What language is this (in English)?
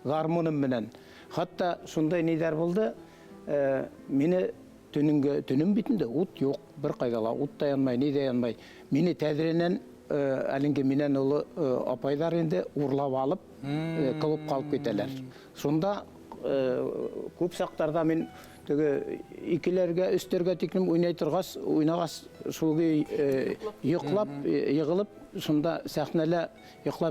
Bashkir